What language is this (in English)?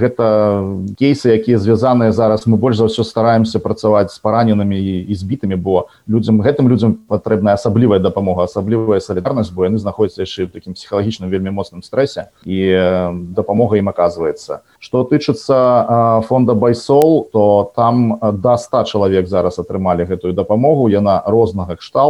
Belarusian